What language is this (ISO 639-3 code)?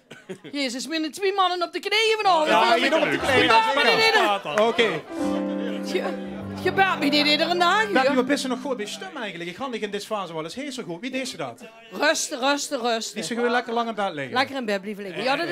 lim